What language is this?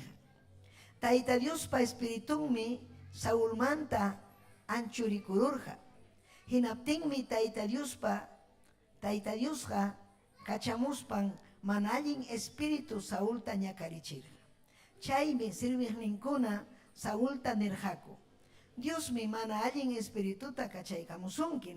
Ayacucho Quechua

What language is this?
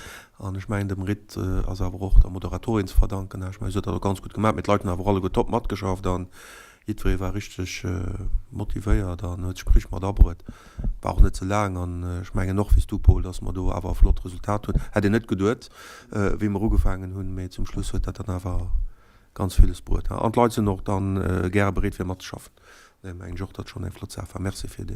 Luxembourgish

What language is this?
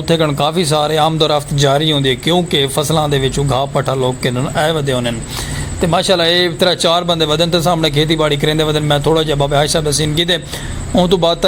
Saraiki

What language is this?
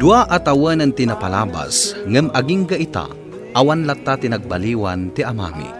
Iloko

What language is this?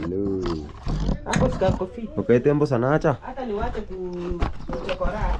Gusii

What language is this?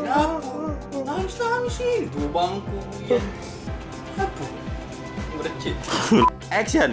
Musi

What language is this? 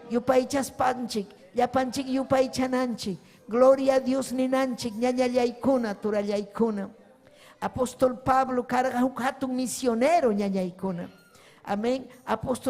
Ayacucho Quechua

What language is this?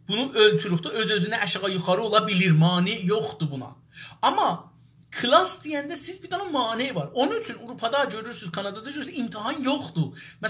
South Azerbaijani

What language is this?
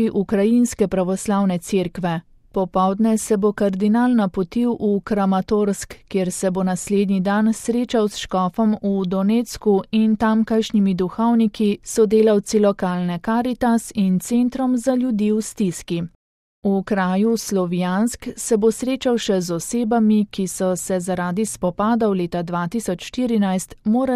Slovenian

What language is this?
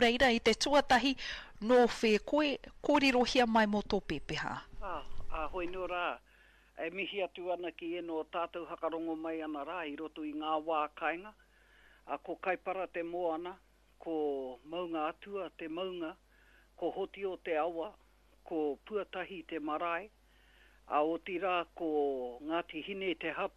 Māori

